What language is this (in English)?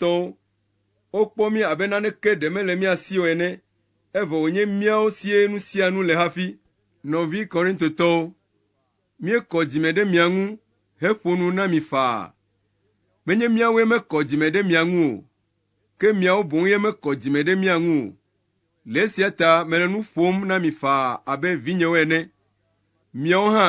Ewe